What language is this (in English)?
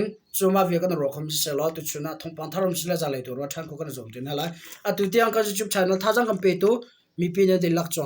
Hakha Chin